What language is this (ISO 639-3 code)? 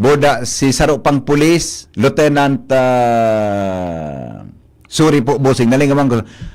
bik